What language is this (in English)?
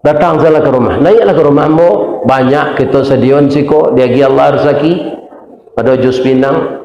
Minangkabau